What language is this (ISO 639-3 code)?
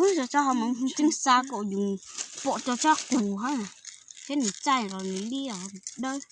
hmn